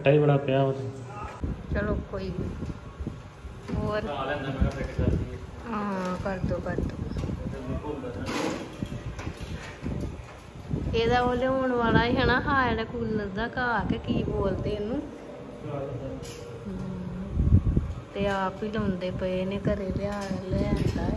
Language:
Punjabi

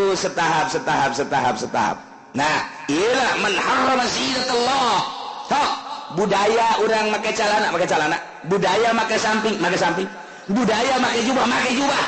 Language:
Sundanese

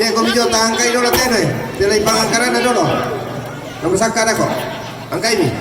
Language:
Toraja-Sa'dan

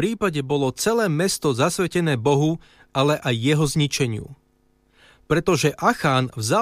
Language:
Slovak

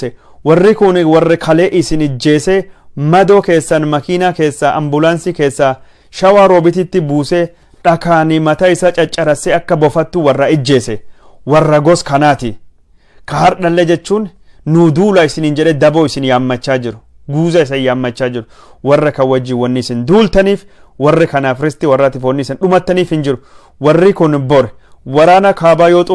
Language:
Oromo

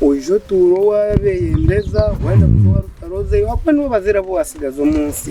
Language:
Nyankole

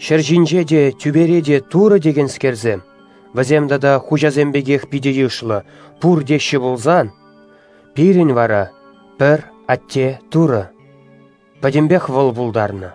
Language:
Chuvash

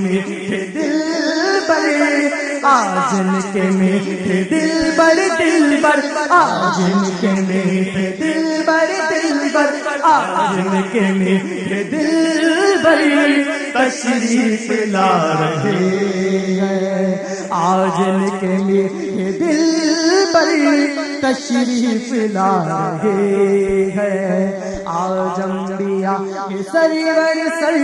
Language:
Urdu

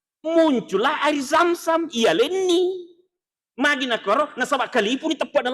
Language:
Buginese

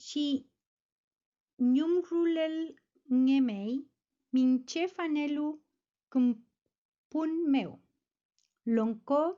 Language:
Mapuche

